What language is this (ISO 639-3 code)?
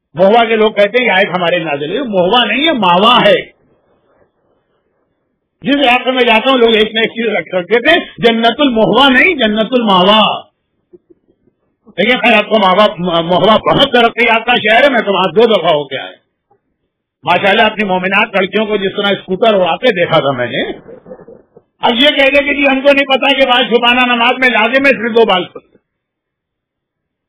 urd